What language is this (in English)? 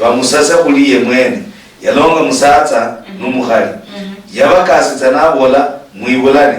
Luyia